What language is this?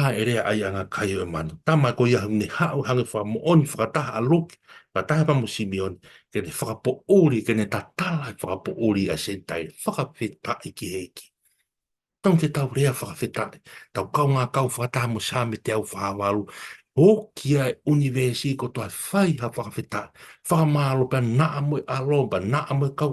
Tongan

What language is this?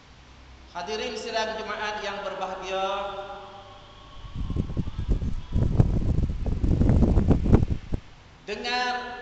Malay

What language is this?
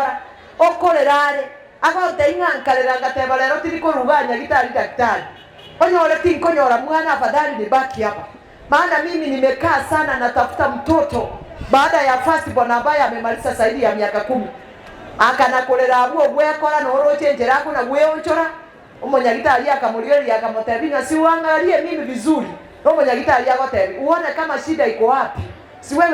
Gusii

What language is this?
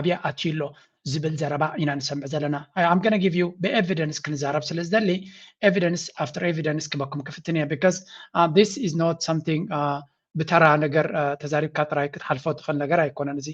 Tigrinya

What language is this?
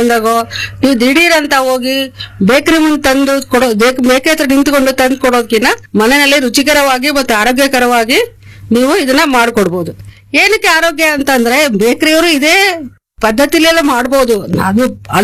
Kannada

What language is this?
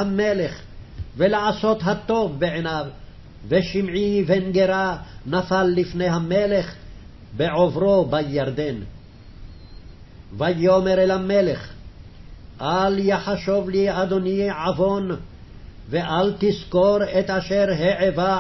Hebrew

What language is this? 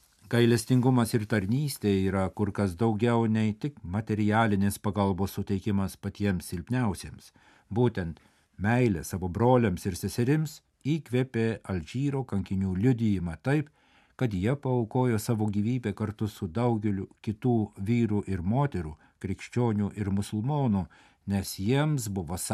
Lithuanian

